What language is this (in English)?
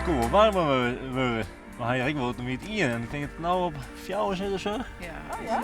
Western Frisian